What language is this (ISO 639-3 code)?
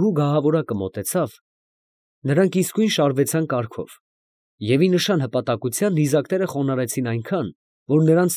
hye